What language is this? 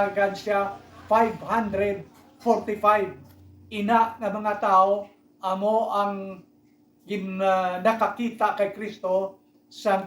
Hiligaynon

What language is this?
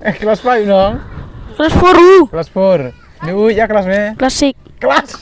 Khasi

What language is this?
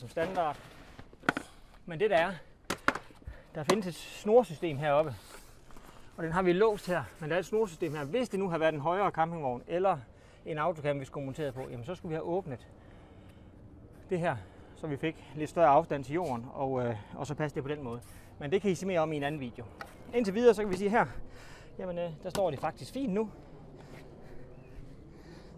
Danish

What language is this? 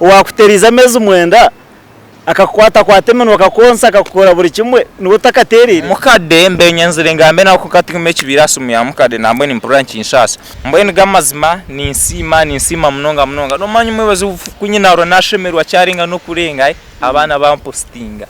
Nyankole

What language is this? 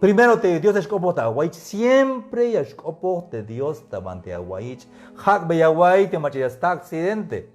Tzeltal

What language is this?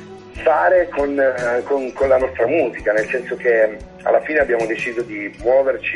Italian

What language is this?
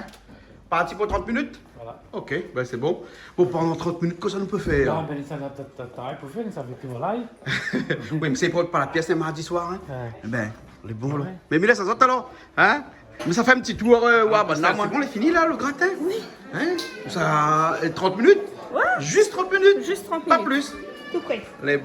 Réunion Creole French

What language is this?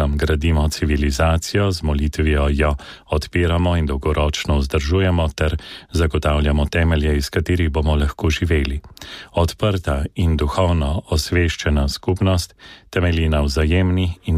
Slovenian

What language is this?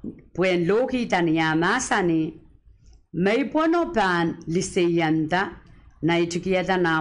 Pohnpeian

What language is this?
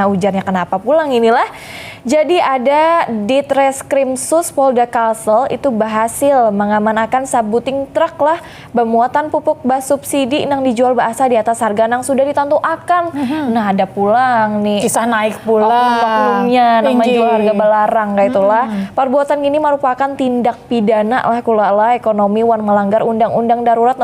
Banjar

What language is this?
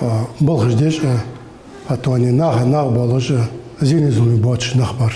Ingush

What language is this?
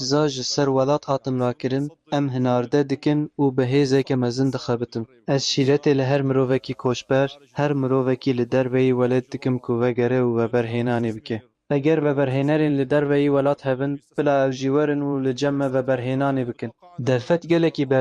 Kurdish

